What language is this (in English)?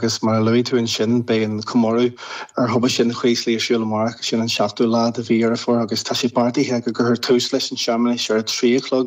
Irish